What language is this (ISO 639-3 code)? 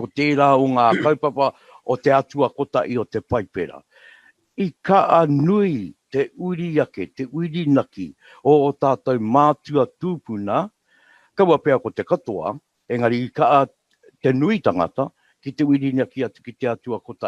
mri